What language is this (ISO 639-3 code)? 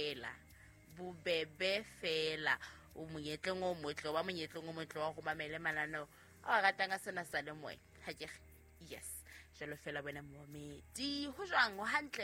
sot